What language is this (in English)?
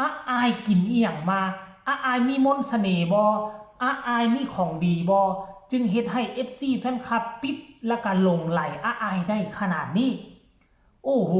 Northeastern Thai